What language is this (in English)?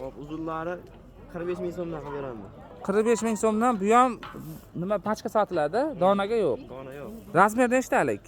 Uzbek